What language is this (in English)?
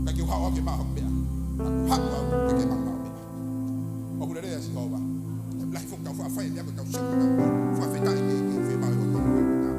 Tongan